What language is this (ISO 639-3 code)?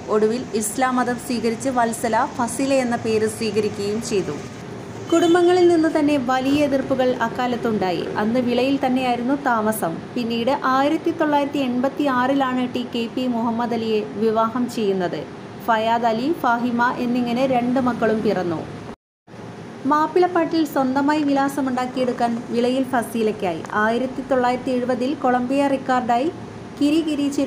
mal